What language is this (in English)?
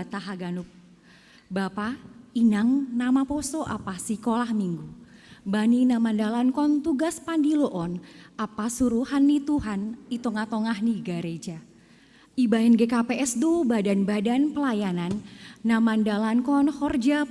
Batak Simalungun